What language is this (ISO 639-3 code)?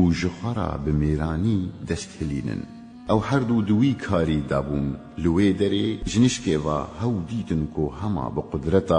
kur